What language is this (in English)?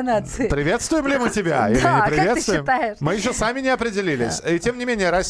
Russian